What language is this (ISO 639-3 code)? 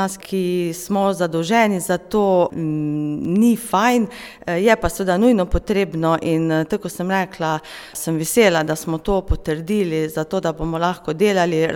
slv